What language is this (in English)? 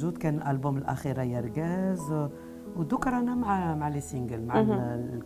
Algerian Arabic